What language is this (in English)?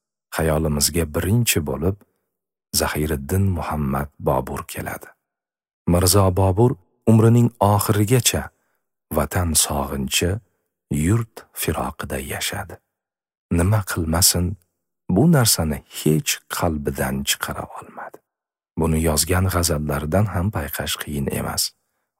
Uzbek